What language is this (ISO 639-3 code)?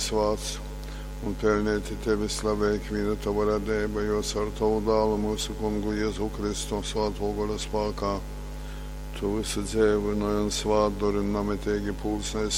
ltg